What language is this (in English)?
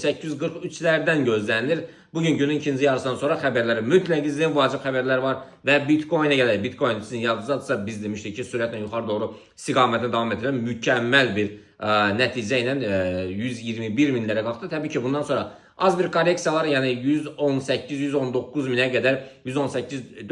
Azerbaijani